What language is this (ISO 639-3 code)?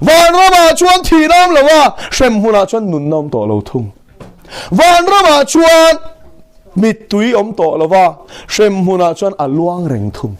lus